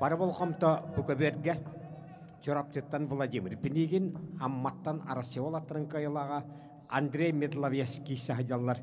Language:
Yakut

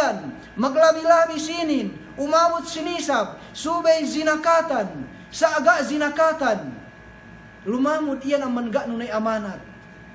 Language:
Yakan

